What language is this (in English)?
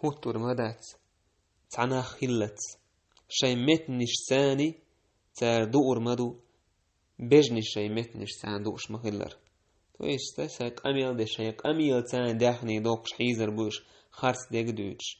Chechen